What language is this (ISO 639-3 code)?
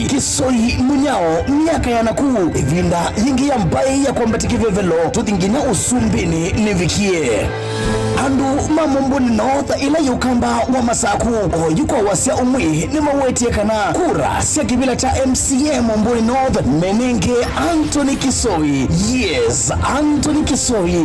kam